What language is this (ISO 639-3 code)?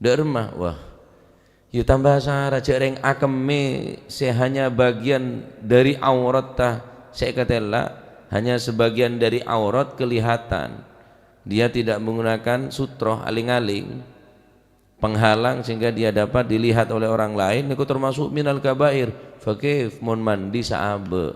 mad